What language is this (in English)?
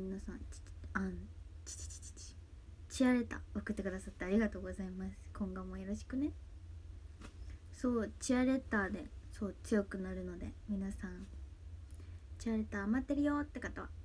Japanese